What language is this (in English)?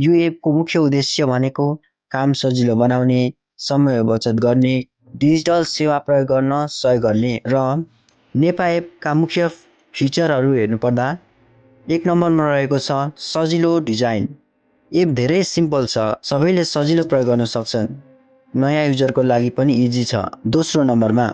Nepali